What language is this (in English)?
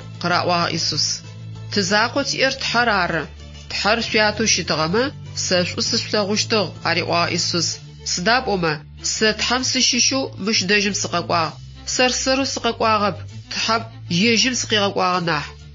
Adyghe